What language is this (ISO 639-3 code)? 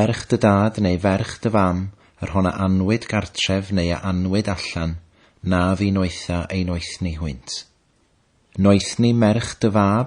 cym